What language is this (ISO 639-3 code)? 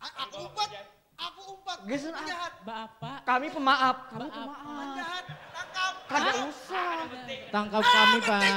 bjn